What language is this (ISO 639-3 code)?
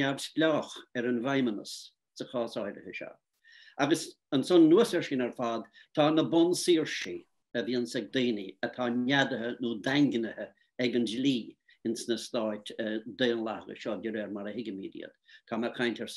gle